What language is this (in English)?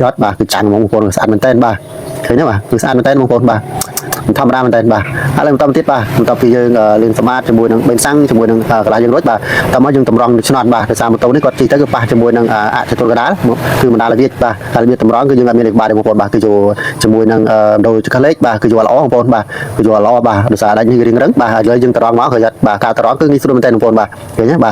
Khmer